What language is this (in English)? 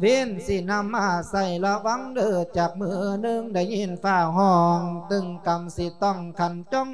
Lao